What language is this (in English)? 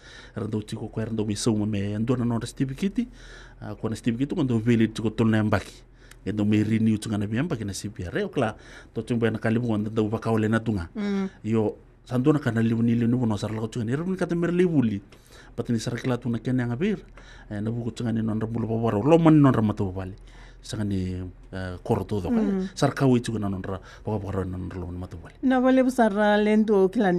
Fijian